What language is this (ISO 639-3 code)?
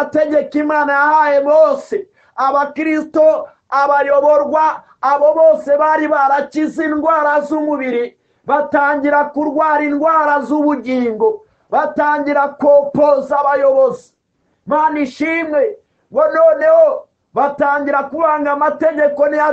kin